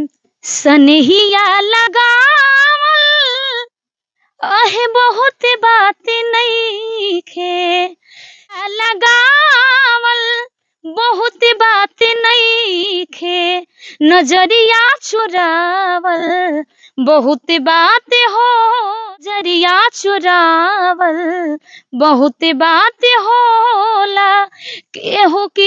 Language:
Bhojpuri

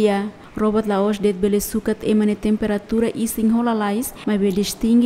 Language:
Tetum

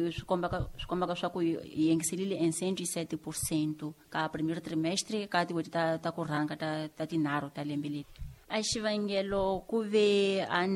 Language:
Tsonga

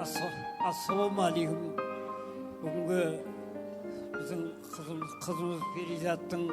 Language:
Kara-Kalpak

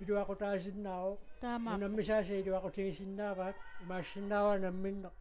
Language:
Kalaallisut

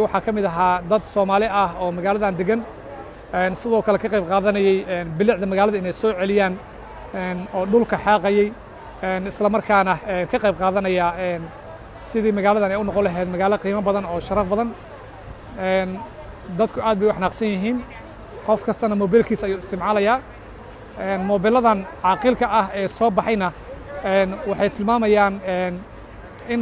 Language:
Somali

